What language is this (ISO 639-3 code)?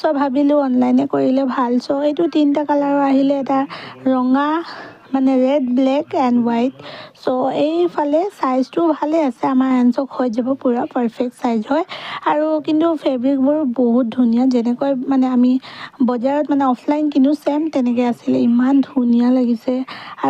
asm